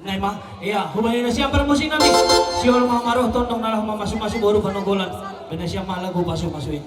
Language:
Batak Simalungun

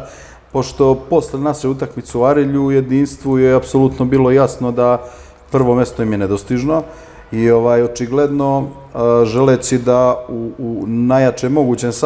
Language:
Serbian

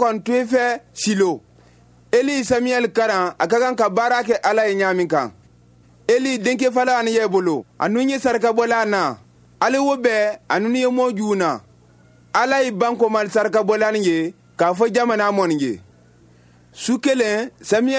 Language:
Bambara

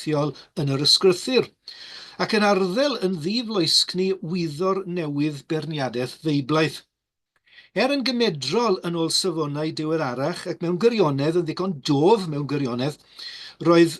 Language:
Welsh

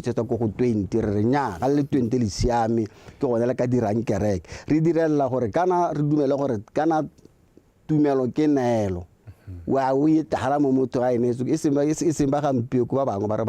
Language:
Tswana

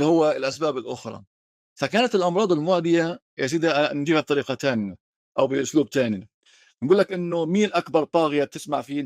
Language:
North Levantine Arabic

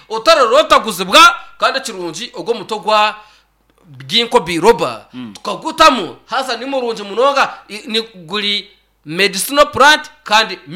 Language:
Nyankole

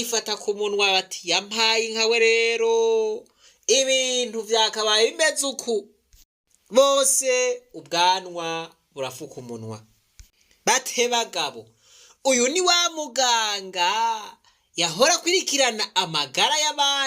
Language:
Rundi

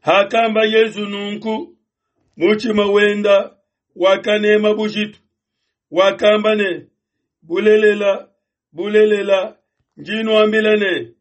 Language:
Luba-Lulua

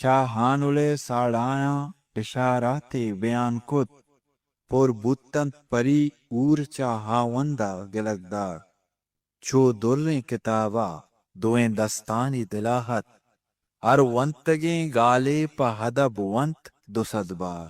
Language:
Eastern Balochi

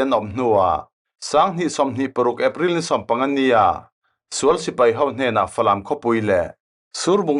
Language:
Falam Chin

